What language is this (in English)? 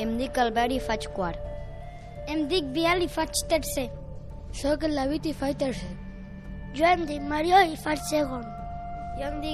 Catalan